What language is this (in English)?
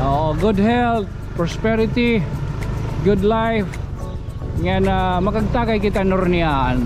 Waray